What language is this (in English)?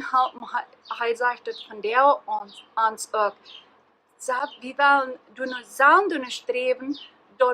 Plautdietsch